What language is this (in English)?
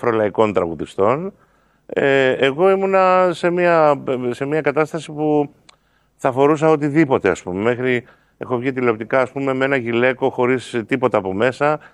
Greek